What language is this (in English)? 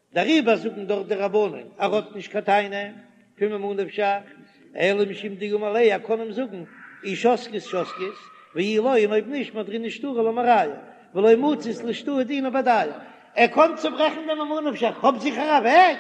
Yiddish